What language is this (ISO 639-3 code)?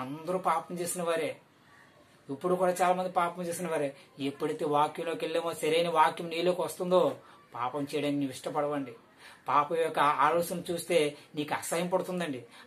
tel